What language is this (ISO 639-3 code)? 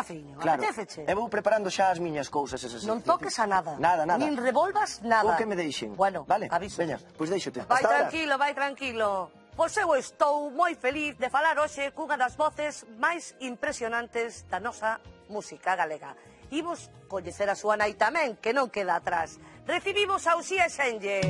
glg